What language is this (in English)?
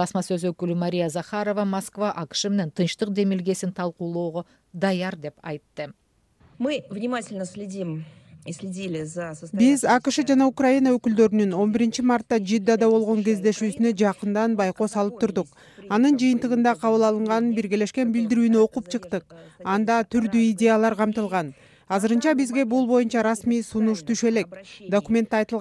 Kyrgyz